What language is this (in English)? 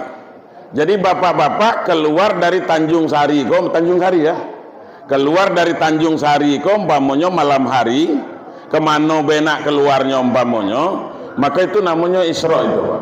Minangkabau